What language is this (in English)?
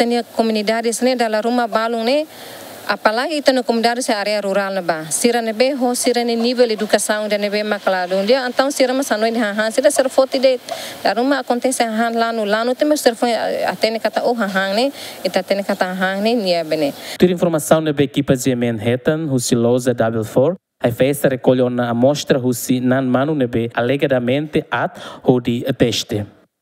Tetum